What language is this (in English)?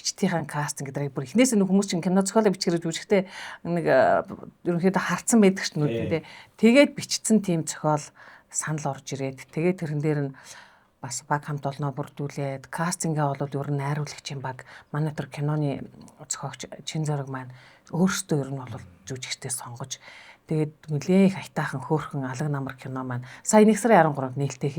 Mongolian